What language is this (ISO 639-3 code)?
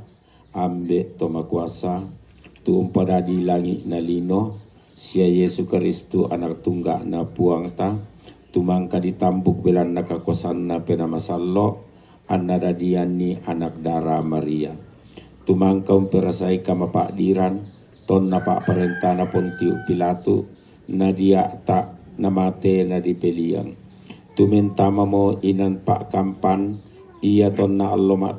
sda